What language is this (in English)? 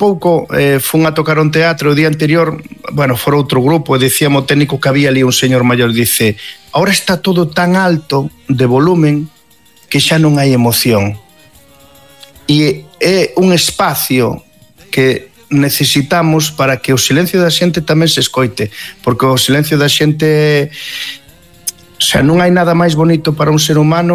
Basque